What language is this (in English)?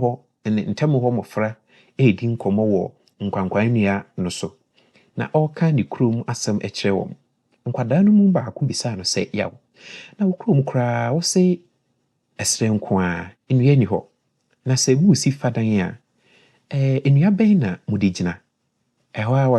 Akan